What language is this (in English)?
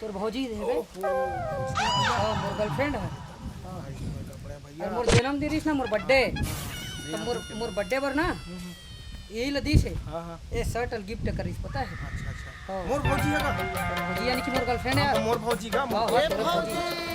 Chhattisgarhi